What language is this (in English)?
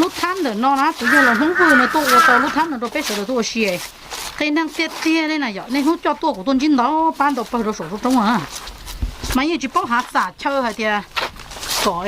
Hmong